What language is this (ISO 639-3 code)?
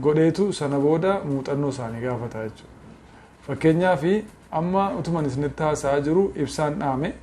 orm